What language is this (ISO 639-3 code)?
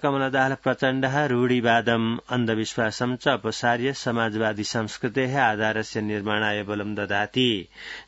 san